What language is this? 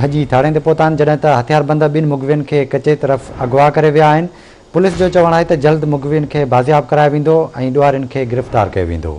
Sindhi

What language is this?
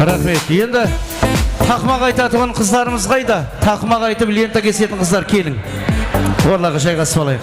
Kara-Kalpak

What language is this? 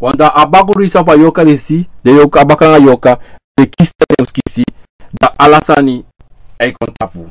Sranan Tongo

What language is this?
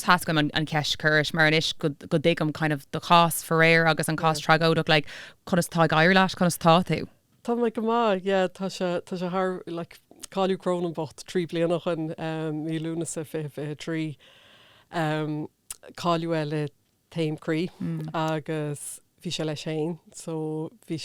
Irish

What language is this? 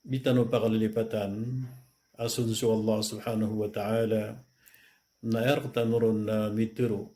Maranao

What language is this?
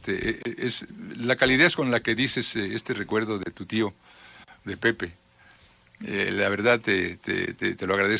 Spanish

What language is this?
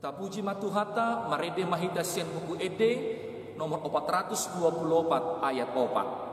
Batak Toba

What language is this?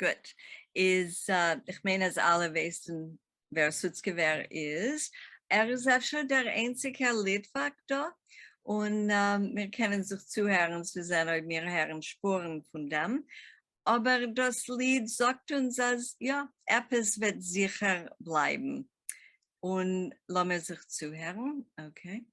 Yiddish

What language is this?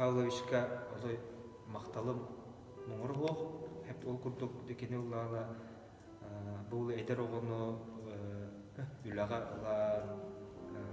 Yakut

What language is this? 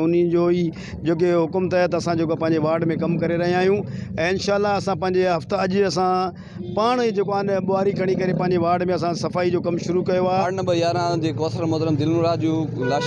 Sindhi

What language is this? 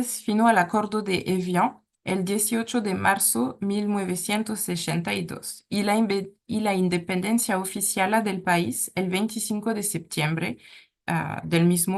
Ladino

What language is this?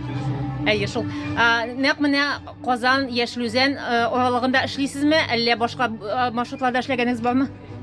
Tatar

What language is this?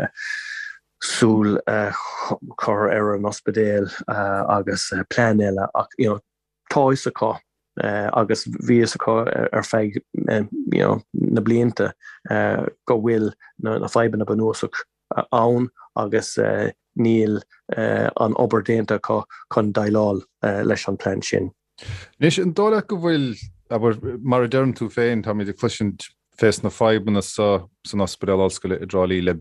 Irish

